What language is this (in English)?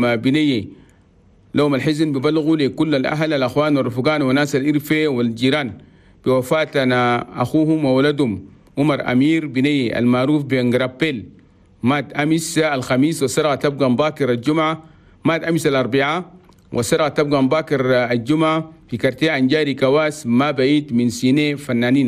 Chadian Arabic